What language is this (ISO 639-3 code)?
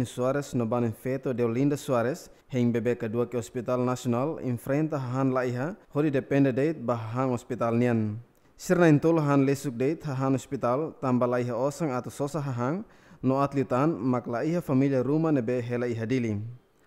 tet